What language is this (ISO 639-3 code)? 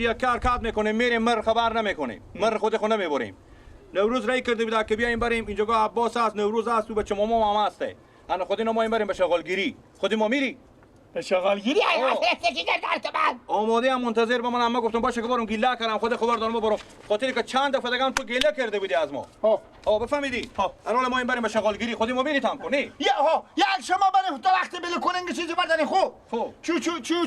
fas